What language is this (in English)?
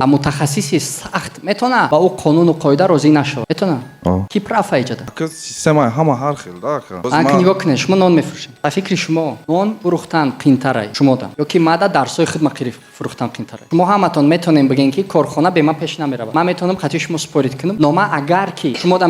Tajik